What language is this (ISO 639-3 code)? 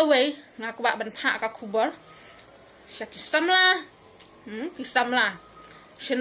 kha